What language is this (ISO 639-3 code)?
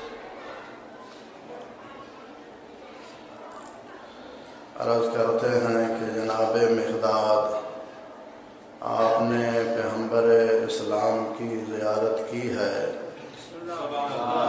urd